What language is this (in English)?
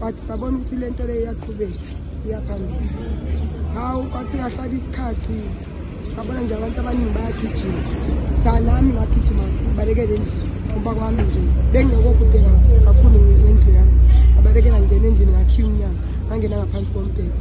Zulu